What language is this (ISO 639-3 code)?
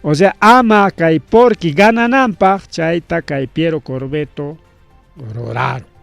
quy